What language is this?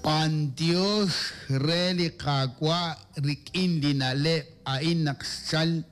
Kekchí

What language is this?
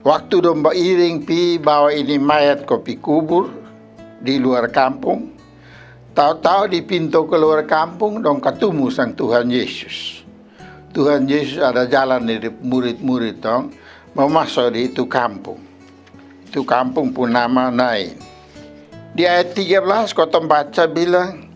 Kupang Malay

